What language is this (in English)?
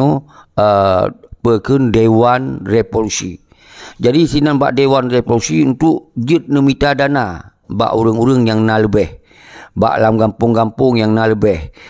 Achinese